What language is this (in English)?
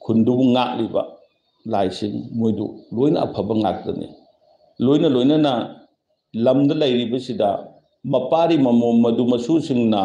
Manipuri